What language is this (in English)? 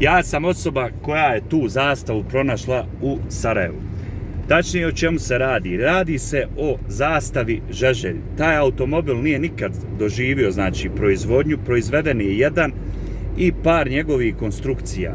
Bosnian